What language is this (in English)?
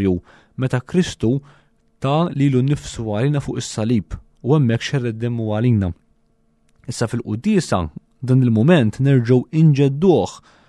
Maltese